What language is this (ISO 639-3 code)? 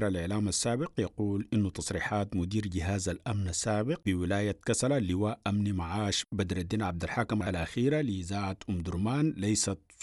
apd